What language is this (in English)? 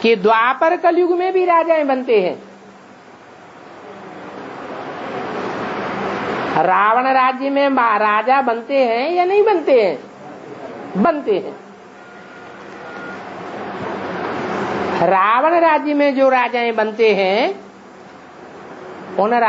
Hindi